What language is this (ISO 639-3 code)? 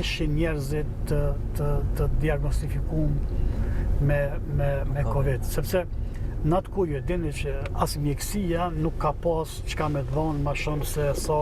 sqi